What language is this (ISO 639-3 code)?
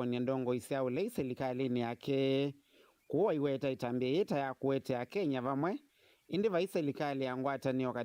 kam